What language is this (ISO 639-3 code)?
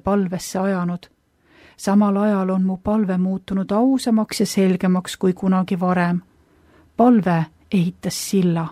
est